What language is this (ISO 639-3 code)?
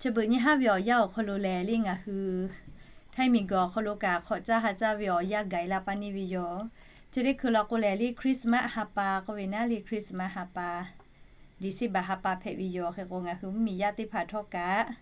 lhu